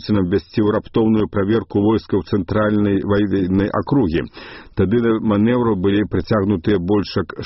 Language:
Belarusian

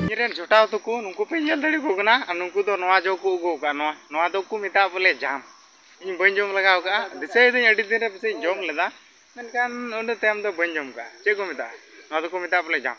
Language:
Santali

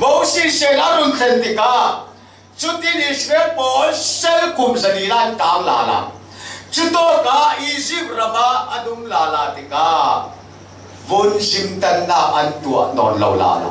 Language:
Falam Chin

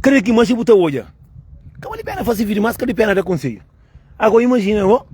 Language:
Kabuverdianu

